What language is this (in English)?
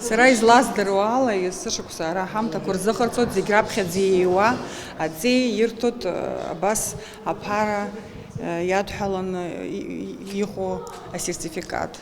Abkhazian